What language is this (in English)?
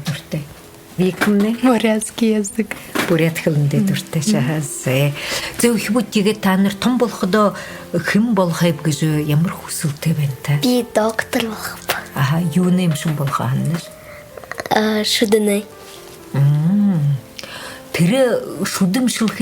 Buriat